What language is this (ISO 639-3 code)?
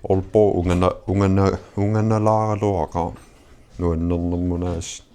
kal